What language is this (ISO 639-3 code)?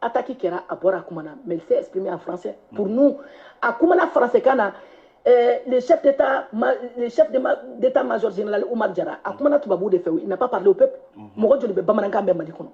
bam